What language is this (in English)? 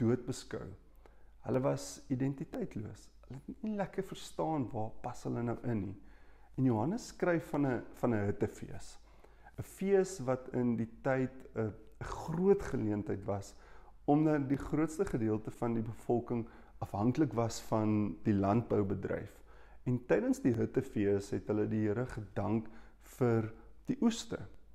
Afrikaans